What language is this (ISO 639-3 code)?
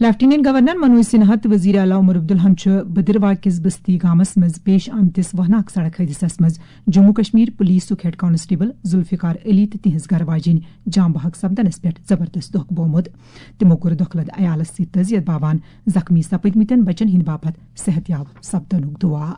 kas